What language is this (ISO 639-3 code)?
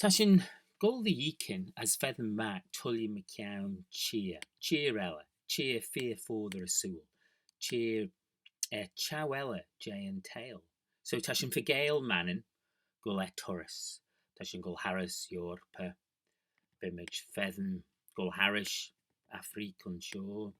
glv